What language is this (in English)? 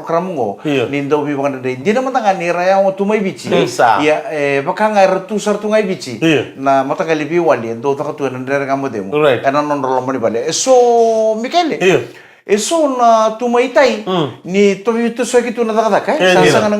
Fijian